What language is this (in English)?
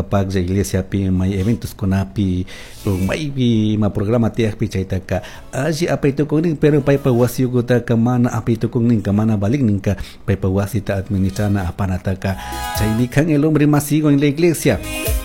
Chimborazo Highland Quichua